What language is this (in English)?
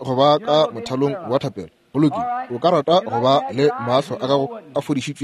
Northern Sotho